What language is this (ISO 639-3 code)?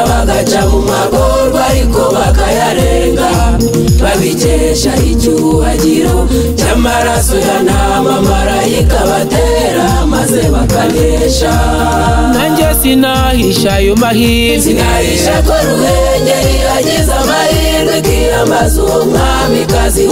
kin